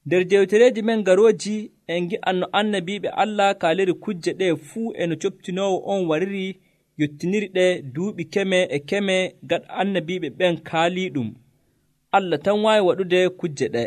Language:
Nigerian Fulfulde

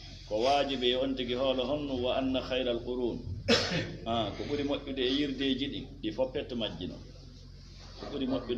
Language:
Fula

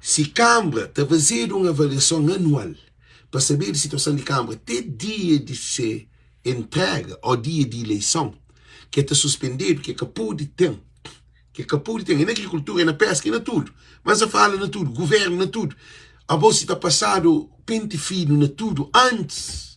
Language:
Kabuverdianu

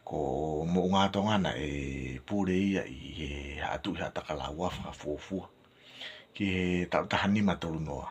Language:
Tongan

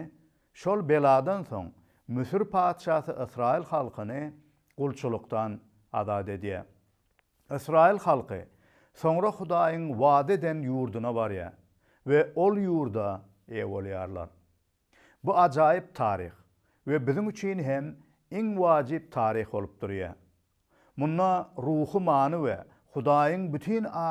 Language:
Turkmen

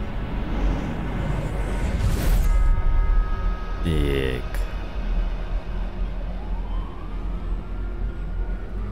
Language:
Russian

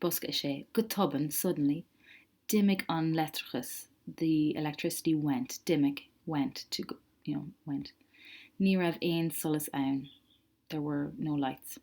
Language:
Irish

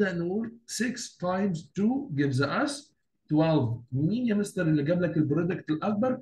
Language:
Egyptian Arabic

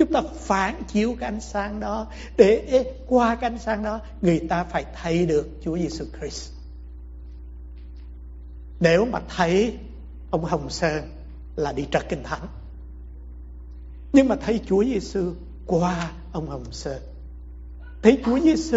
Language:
Vietnamese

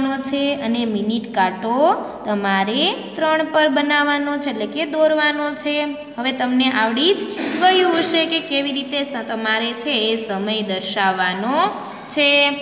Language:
Gujarati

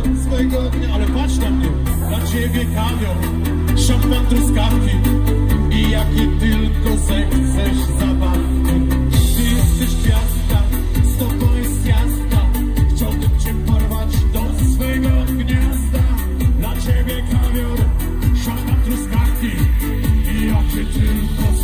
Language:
Polish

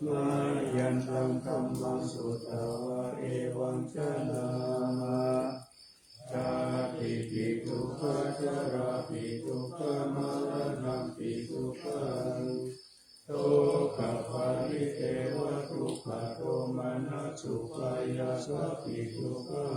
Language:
Pali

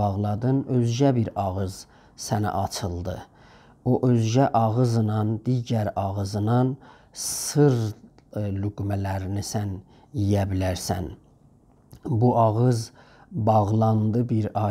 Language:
South Azerbaijani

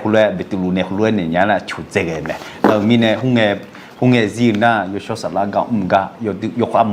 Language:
Akha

